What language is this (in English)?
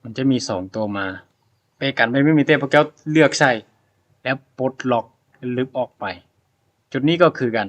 Lao